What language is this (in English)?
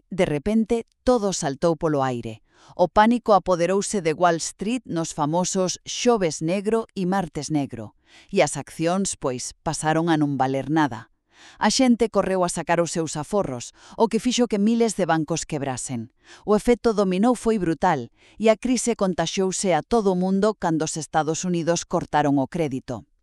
Galician